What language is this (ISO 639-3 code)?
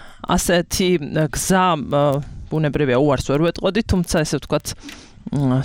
kat